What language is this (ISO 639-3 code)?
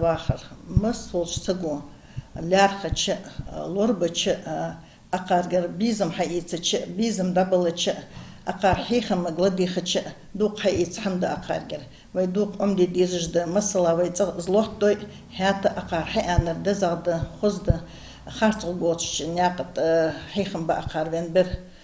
inh